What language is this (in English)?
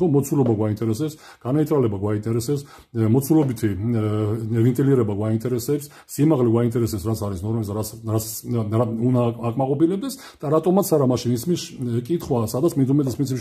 Georgian